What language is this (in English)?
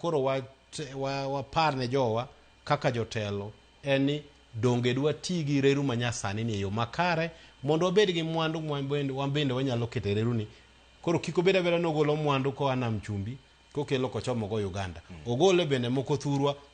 Luo (Kenya and Tanzania)